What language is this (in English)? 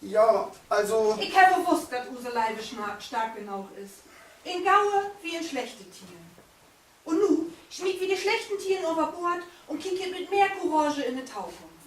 Low German